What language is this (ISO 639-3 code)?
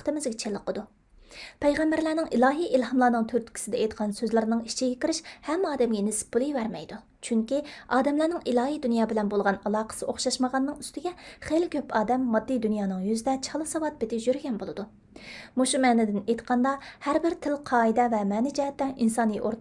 uig